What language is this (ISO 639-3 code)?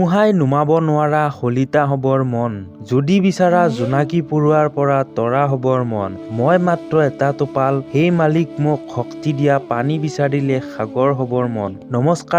asm